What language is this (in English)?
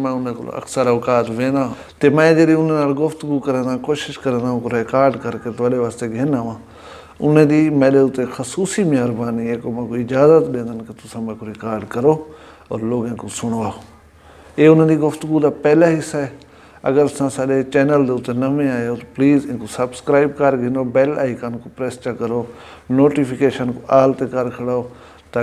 Saraiki